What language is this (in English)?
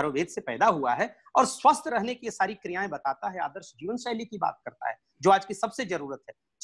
Hindi